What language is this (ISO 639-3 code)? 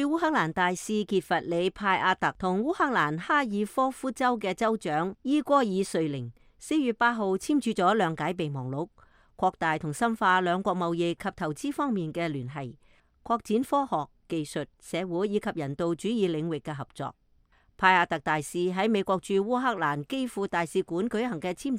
yue